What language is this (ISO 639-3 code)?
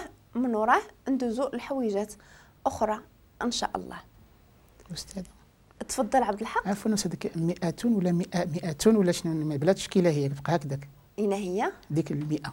ary